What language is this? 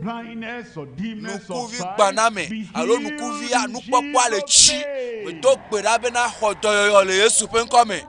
Ewe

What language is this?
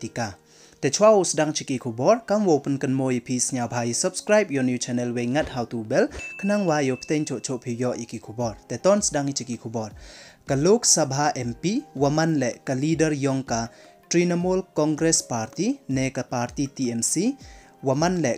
Pnar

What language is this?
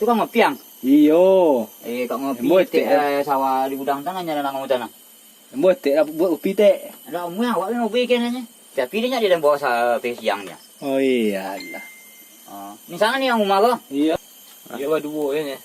Minangkabau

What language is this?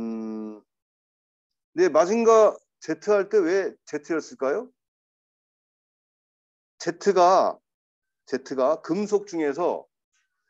Korean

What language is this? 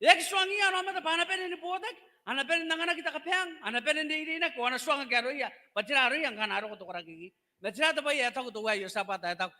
Gilbertese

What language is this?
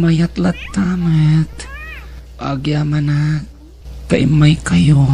Iloko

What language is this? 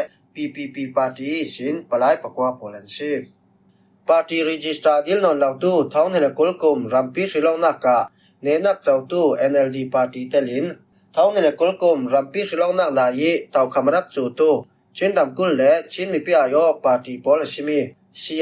Falam Chin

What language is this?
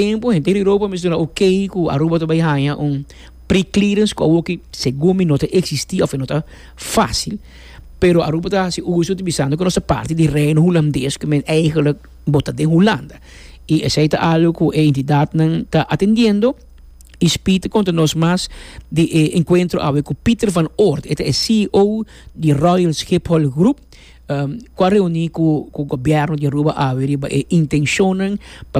Papiamento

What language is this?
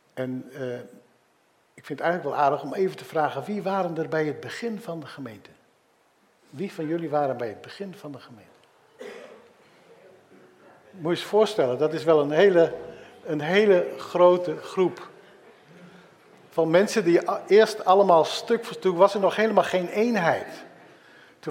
Dutch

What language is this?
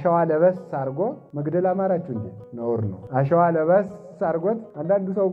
Amharic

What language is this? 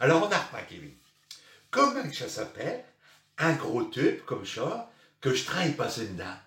Picard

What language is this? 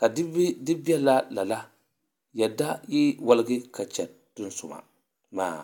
Dagbani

